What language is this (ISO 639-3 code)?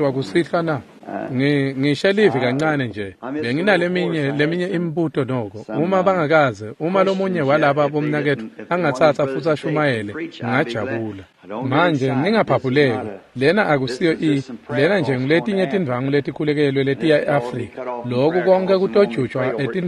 ssw